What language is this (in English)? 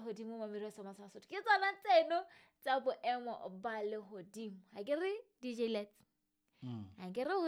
Southern Sotho